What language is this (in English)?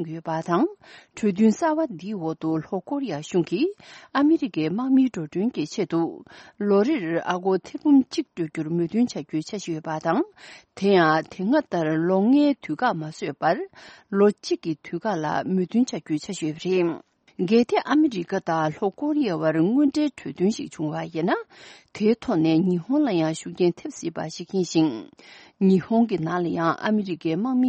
Tibetan